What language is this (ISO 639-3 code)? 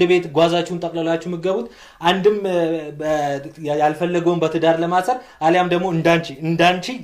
amh